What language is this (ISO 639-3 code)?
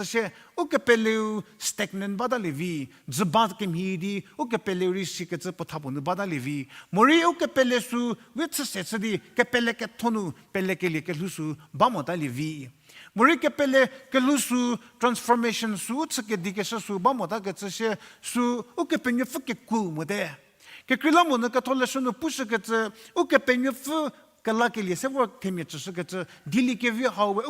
njm